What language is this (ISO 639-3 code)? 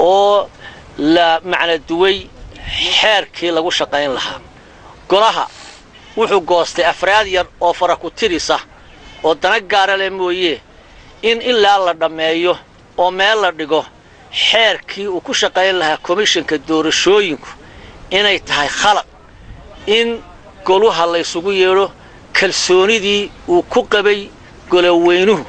som